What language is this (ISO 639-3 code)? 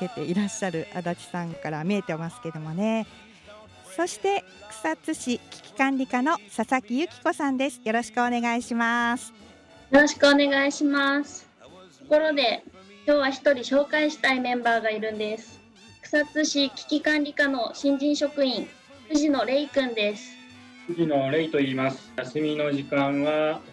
jpn